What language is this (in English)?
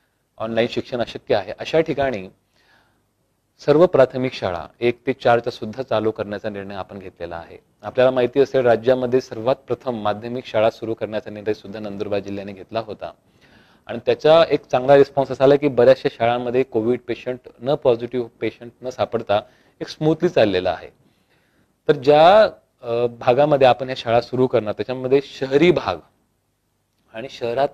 Marathi